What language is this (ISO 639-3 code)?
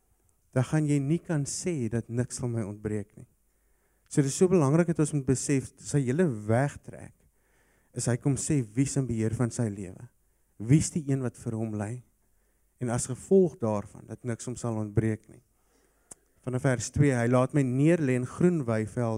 afr